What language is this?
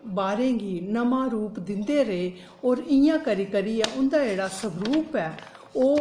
Dogri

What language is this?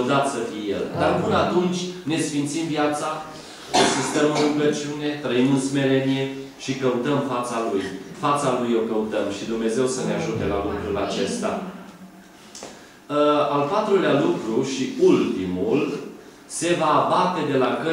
Romanian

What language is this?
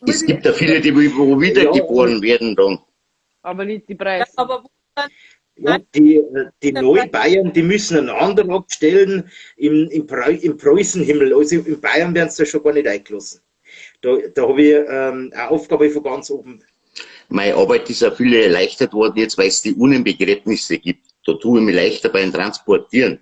Bavarian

